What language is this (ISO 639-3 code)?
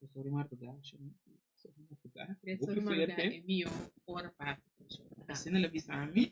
pap